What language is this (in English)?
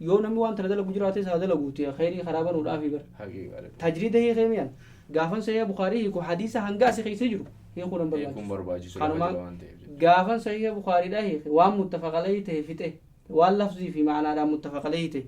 Oromo